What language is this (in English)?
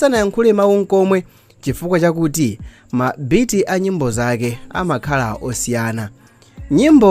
Nyanja